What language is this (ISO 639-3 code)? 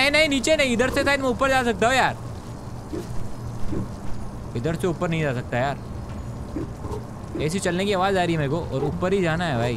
hin